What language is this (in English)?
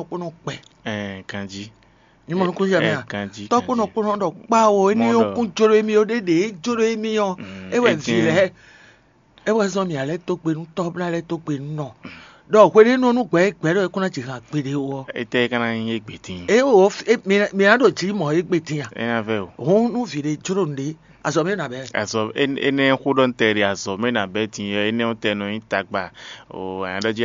Fon